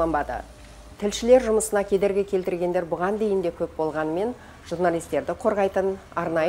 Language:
Kazakh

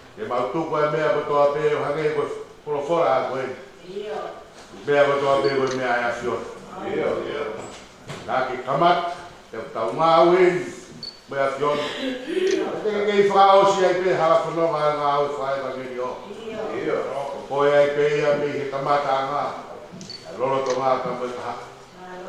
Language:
Tongan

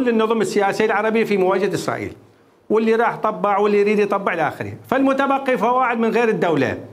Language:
Mesopotamian Arabic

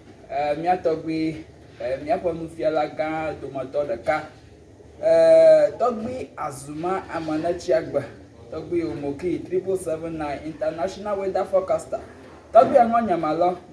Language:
Ewe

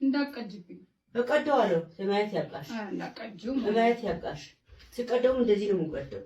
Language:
Amharic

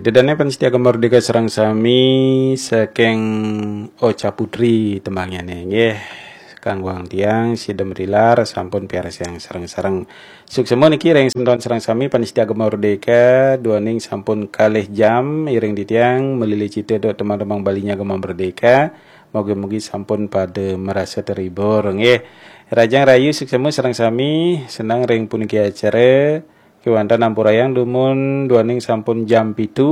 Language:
Balinese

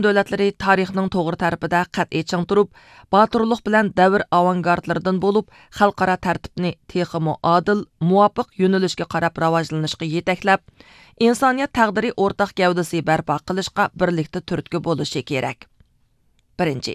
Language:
Uyghur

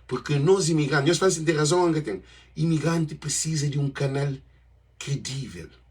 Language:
Kabuverdianu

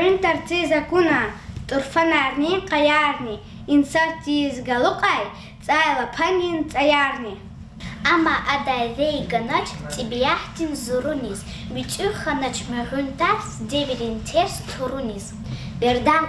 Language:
Lezghian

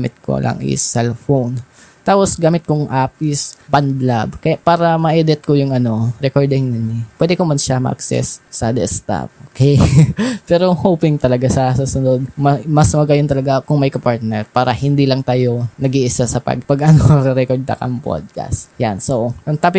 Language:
Bikol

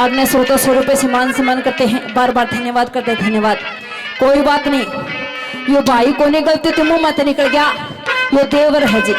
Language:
Haryanvi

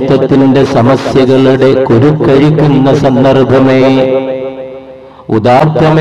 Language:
Malayalam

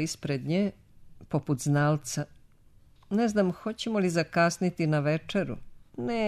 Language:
Serbian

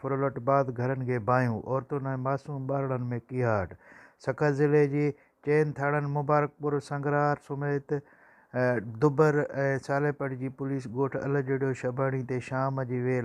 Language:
Sindhi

